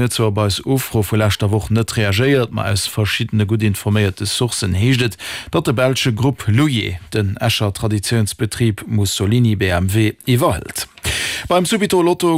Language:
Luxembourgish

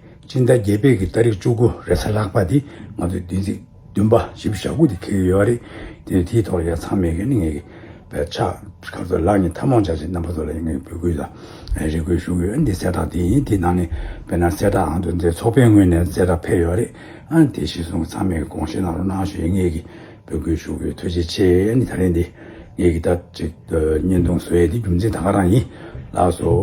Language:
Tibetan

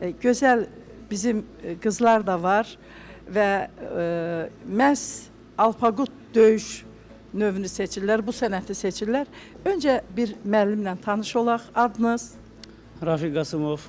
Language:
Azerbaijani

